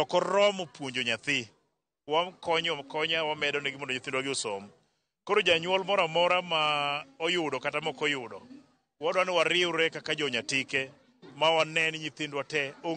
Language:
Luo (Kenya and Tanzania)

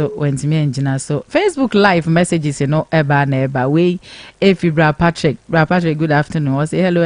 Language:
Akan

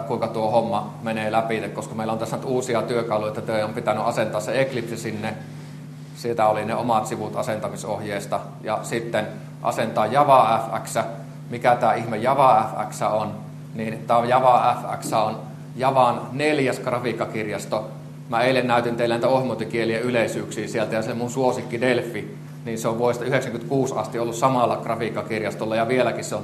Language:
Finnish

